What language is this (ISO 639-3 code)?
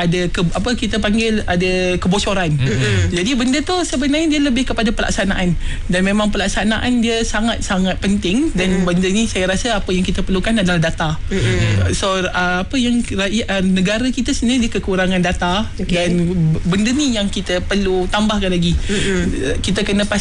msa